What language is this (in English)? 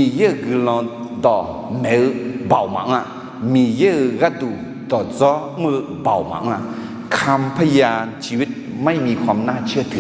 Akha